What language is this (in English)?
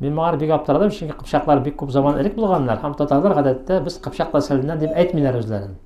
Tatar